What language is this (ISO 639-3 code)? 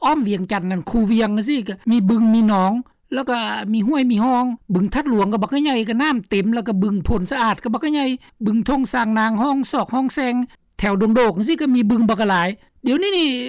lao